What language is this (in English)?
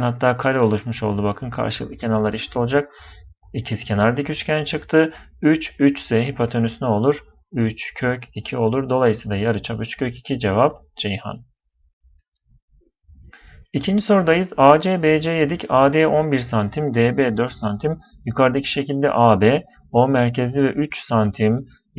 Turkish